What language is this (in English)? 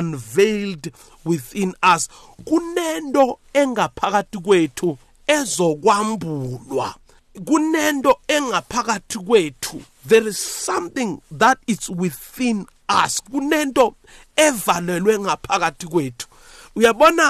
South Ndebele